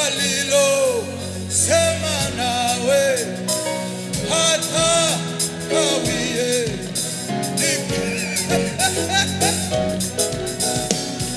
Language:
Kinyarwanda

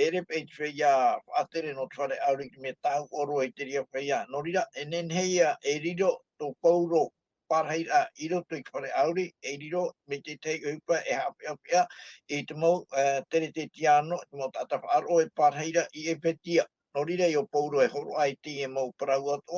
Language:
Tahitian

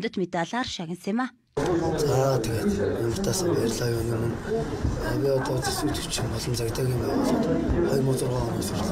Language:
Mongolian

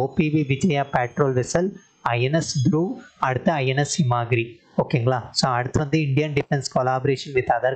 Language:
Tamil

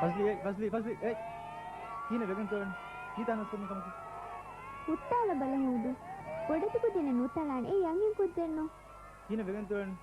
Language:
Divehi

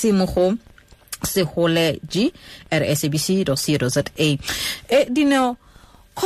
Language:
Tswana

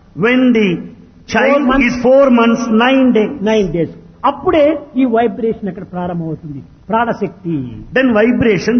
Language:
Telugu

